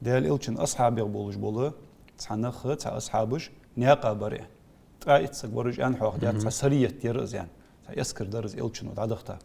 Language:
Ingush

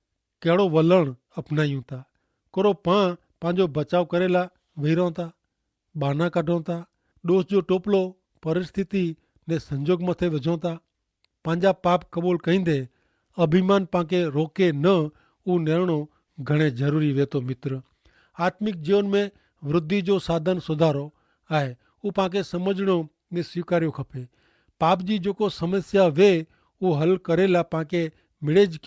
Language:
Kachhi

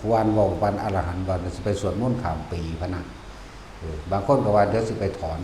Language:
Northeastern Thai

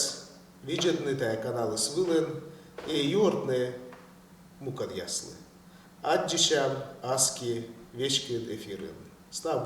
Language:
Komi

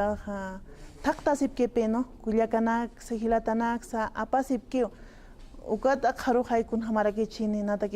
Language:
Aymara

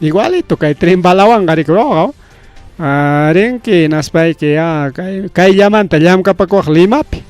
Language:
Ayacucho Quechua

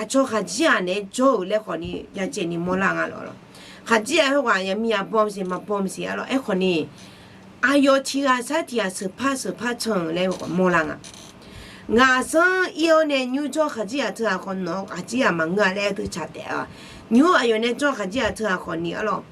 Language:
Akha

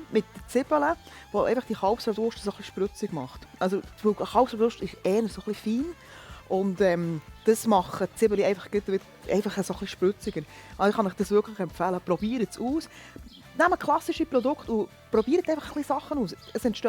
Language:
Swiss German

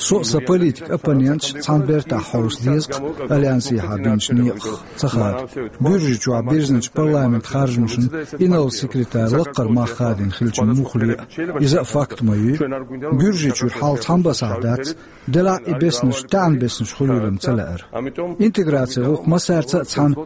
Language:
Chechen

